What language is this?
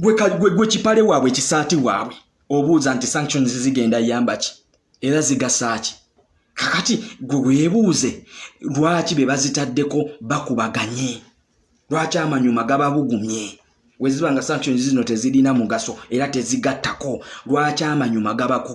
Ganda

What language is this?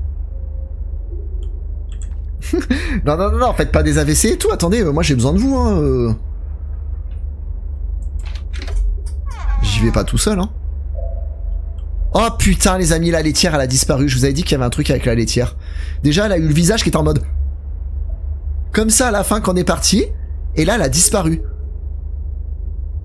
French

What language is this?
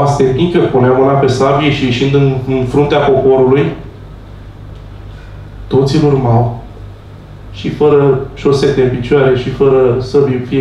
Romanian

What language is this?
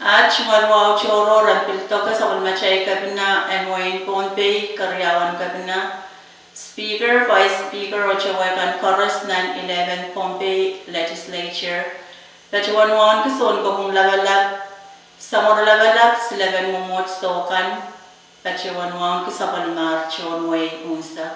Pohnpeian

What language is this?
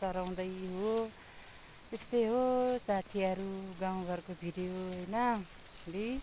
Nepali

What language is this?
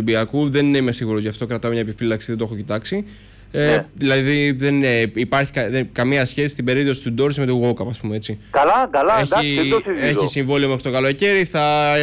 Greek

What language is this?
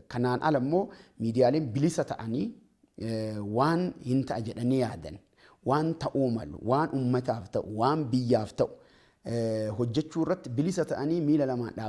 Oromo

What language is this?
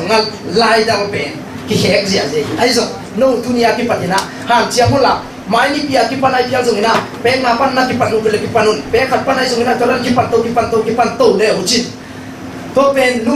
Tedim Chin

